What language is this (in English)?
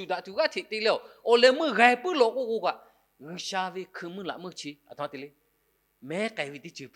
Lahu